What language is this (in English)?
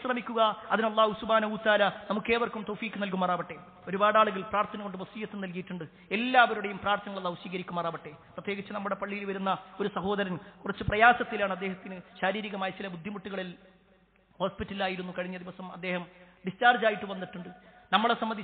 Malayalam